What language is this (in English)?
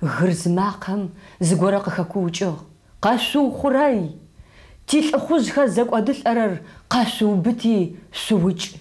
Adyghe